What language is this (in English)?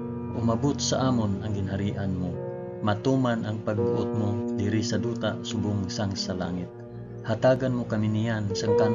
Hiligaynon